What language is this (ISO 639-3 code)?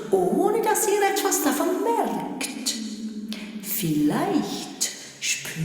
gsw